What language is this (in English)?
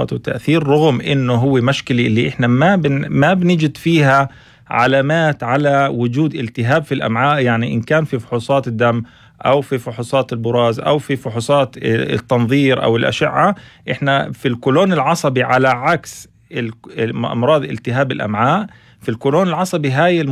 North Levantine Arabic